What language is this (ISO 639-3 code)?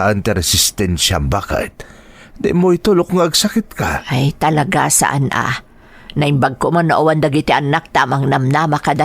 ilo